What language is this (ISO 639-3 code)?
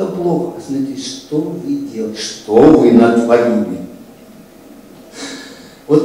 rus